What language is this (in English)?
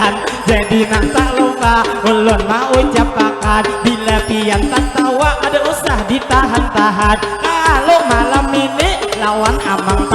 Banjar